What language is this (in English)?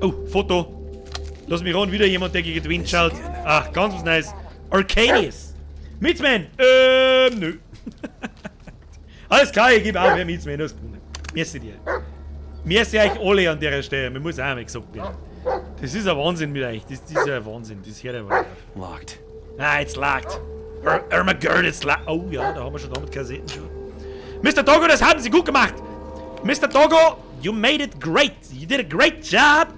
Bavarian